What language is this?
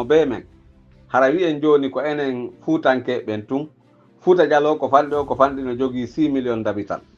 Pular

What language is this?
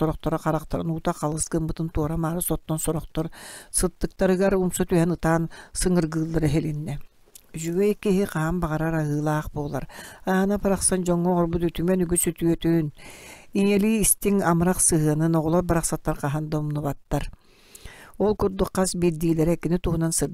Yakut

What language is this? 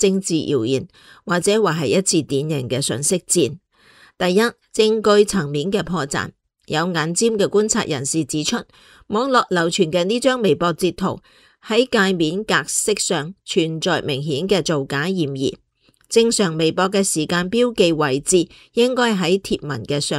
Cantonese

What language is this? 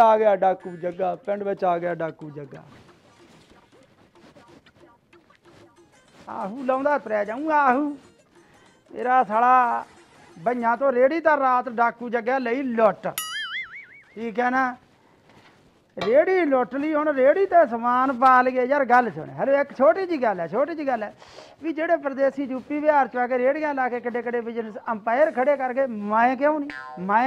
Punjabi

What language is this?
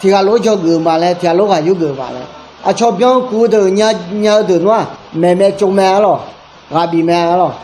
Akha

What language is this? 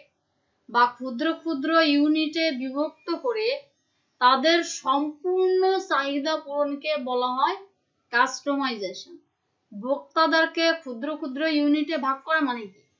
Bangla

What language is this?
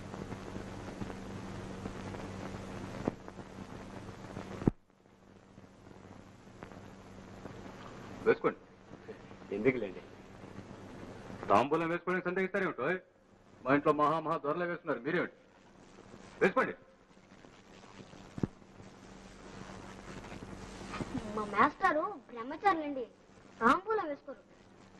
Telugu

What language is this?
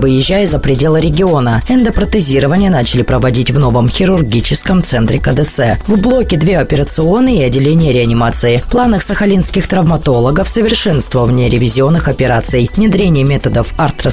Russian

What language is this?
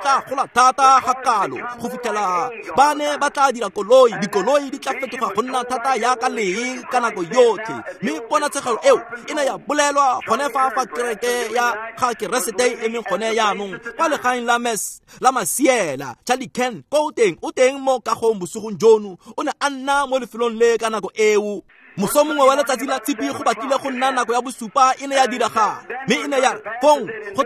Tswana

